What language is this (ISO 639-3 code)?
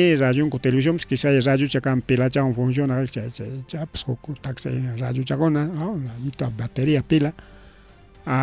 quy